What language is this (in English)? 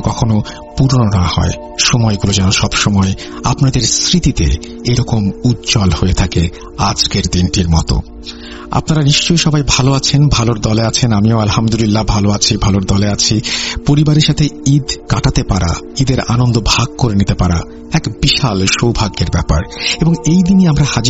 Bangla